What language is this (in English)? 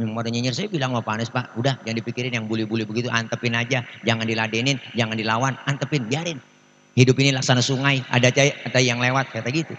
Betawi